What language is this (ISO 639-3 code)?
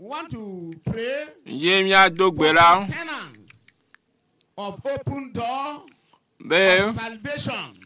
ewe